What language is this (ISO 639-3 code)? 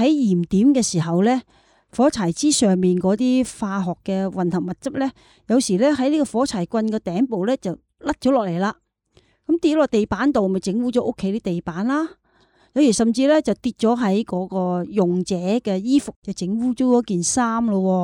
yue